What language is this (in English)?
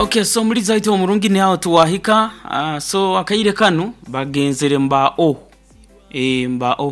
Nyoro